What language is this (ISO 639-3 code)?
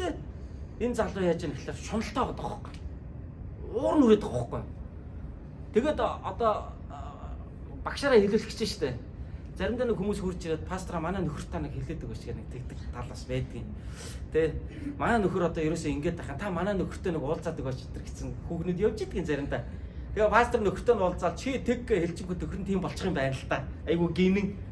mon